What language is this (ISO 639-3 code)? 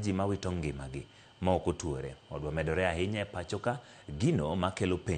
luo